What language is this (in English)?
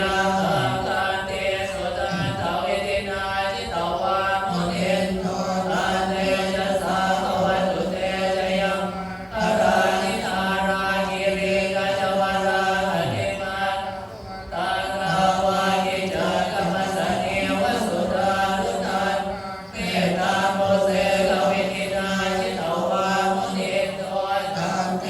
Pali